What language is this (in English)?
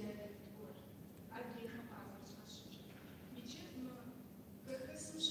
Kabardian